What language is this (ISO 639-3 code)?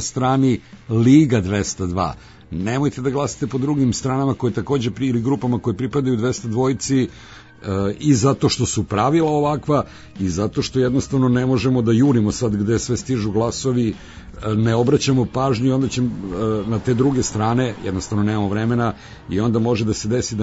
srp